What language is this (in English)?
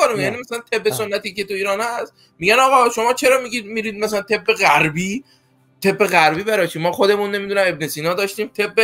Persian